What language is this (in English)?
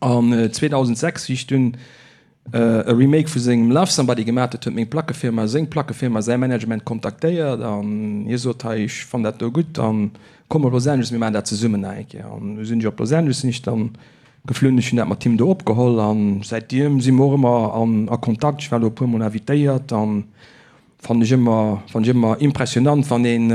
Luxembourgish